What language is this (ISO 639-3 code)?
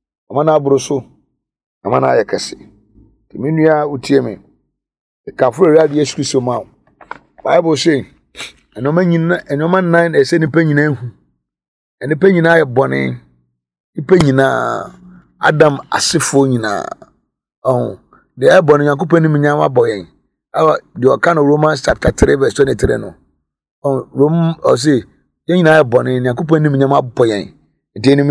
aka